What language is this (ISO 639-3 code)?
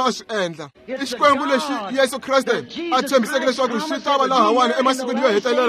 tso